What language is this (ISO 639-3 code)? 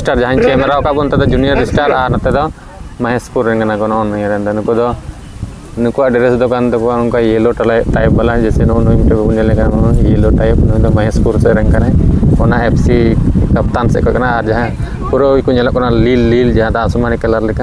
sat